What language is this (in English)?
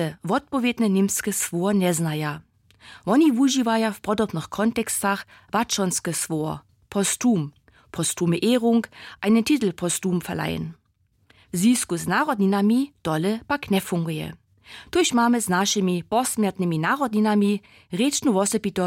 Upper Sorbian